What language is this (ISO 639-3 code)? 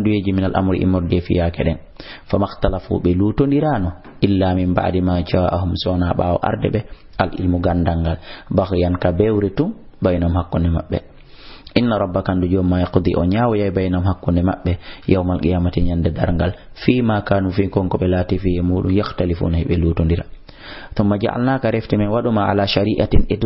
ful